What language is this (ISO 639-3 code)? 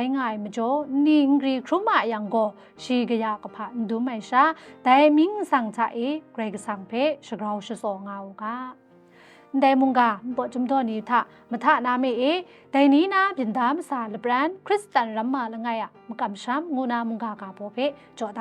kac